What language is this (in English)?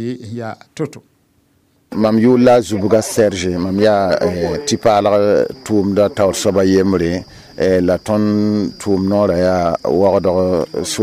Mossi